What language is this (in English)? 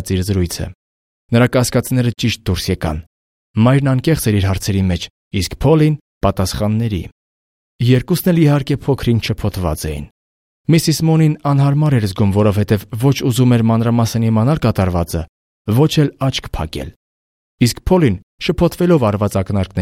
Armenian